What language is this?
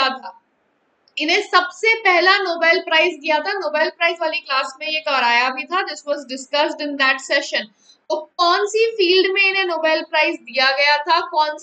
Hindi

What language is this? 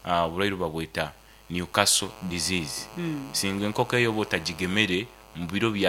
Nyoro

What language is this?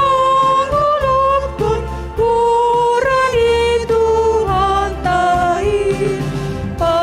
Batak Simalungun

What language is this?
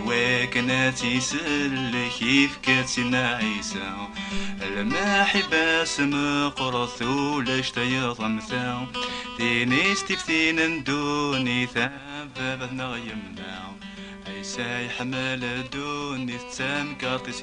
Kabyle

